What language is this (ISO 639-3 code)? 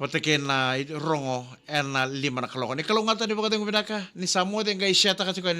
fij